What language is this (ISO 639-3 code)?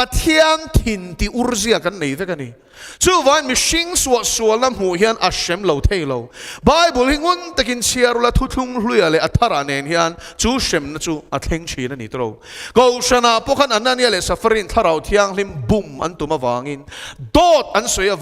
lus